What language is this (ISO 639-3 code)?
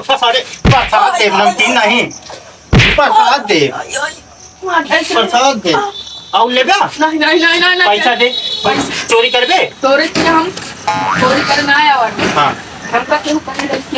awa